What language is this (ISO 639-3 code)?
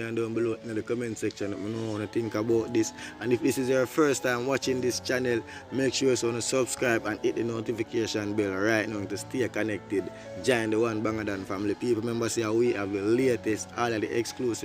jam